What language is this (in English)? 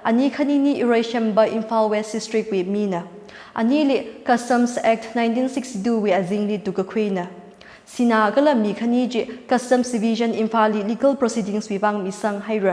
Tangkhul Naga (India)